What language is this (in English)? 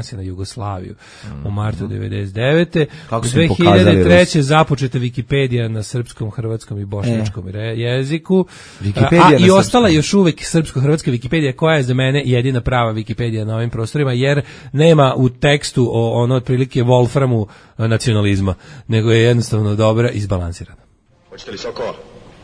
Serbian